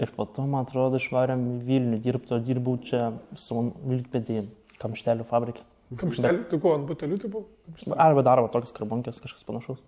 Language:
Lithuanian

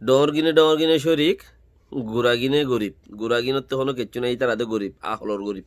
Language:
Rohingya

